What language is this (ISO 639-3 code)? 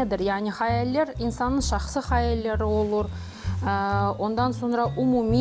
crh